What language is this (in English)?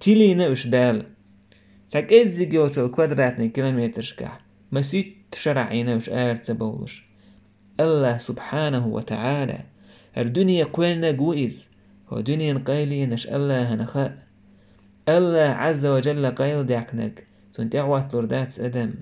Chechen